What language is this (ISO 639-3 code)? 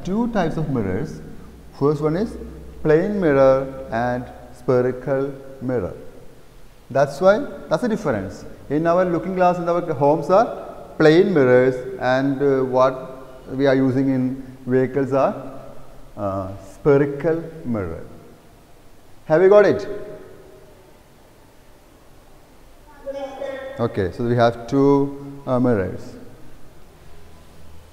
eng